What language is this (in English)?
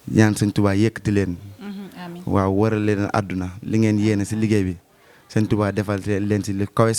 Wolof